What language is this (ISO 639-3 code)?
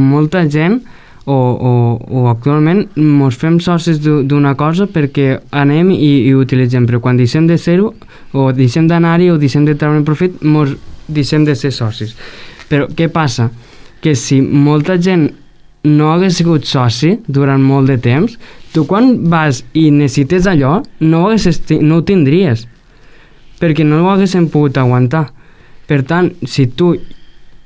cat